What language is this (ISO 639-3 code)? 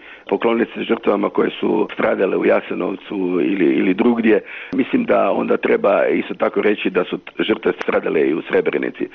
hrv